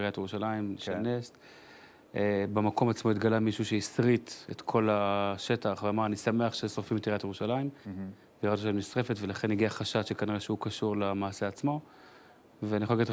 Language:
Hebrew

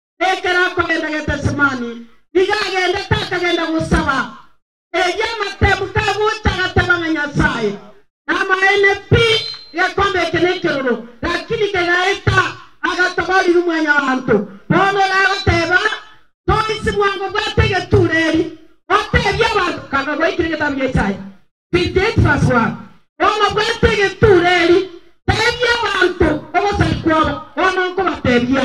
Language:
Gusii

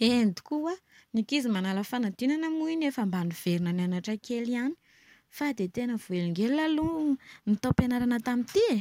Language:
Malagasy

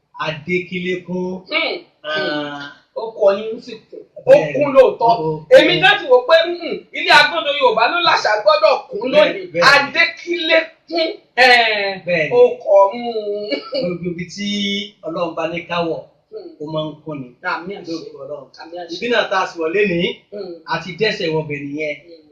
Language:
Yoruba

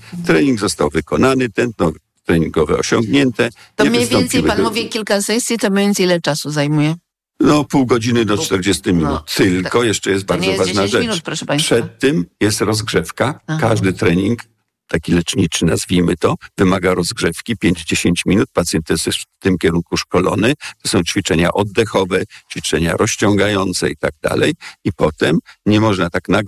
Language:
Polish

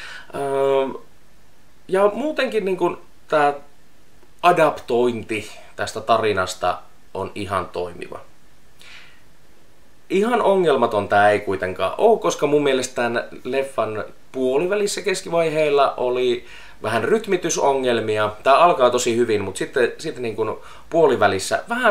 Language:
Finnish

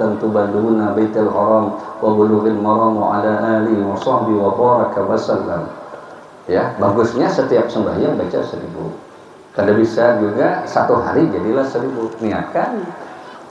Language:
Banjar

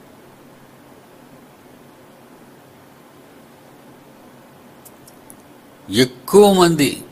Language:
Telugu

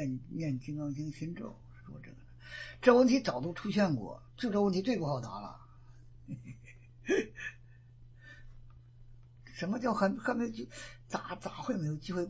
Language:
Chinese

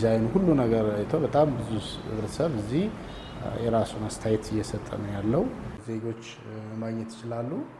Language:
Amharic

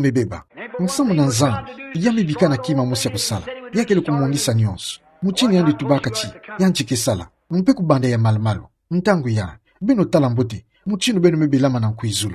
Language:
Kituba (Democratic Republic of Congo)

